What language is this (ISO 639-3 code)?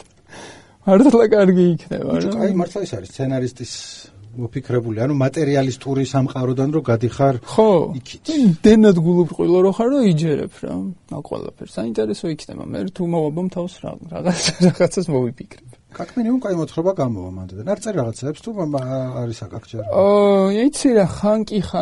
kat